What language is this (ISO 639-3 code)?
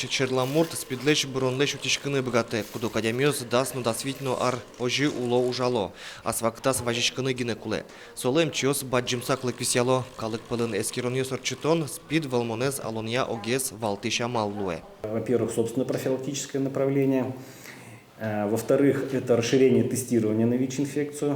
udm